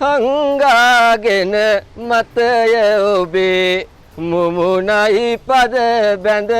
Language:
Sinhala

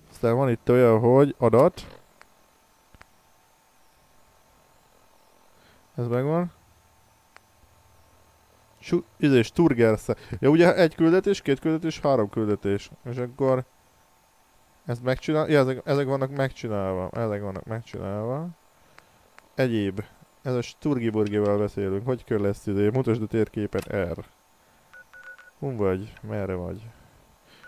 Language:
Hungarian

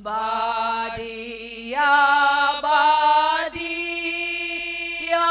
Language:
Batak Karo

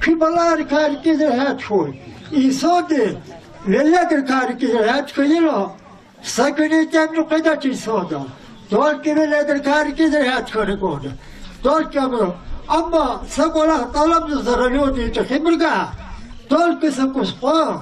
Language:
Lezghian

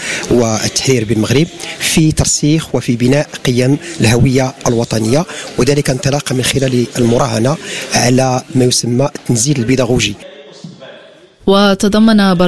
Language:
Arabic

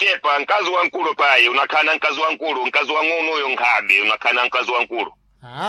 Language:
Sena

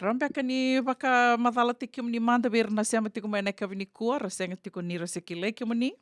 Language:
Fijian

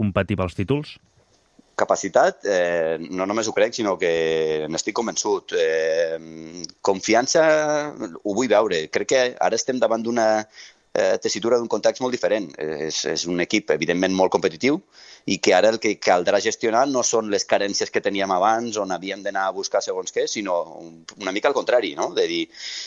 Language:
Catalan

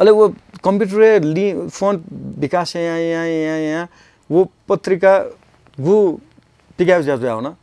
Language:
Newari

